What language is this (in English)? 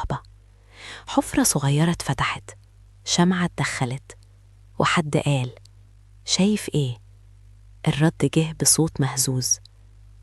Egyptian Arabic